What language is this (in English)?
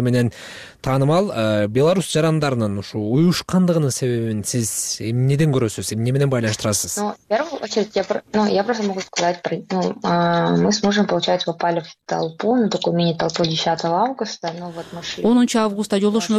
Kyrgyz